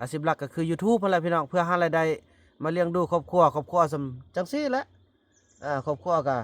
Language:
Lao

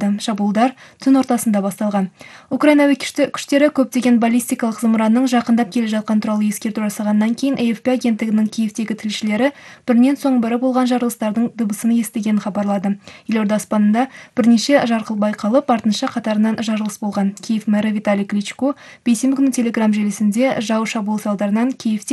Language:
Kazakh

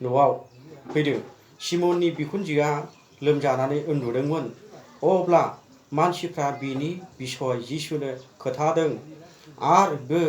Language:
Bodo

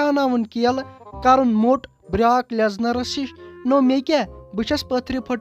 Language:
Kashmiri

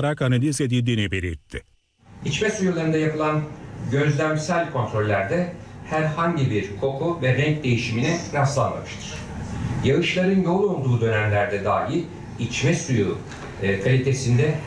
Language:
Turkish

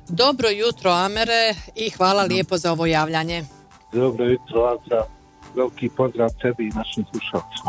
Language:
Bosnian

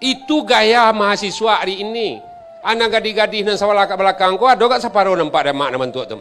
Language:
Minangkabau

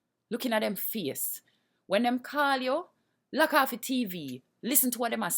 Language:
Jamaican Creole English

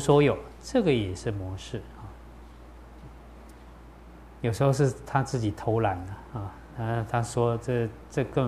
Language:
Chinese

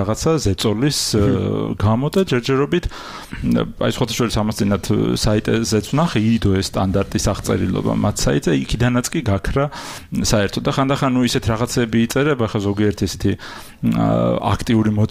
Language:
Georgian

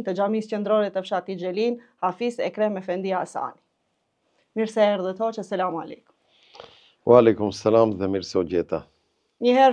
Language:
Albanian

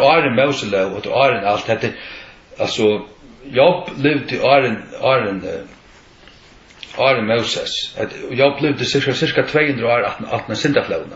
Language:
Faroese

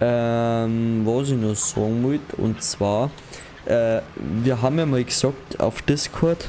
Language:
Bavarian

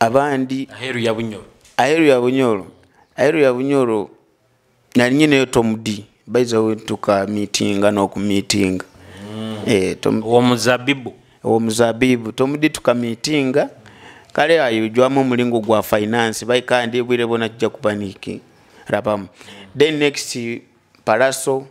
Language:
Nyoro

